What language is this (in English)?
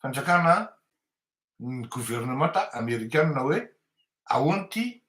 Malagasy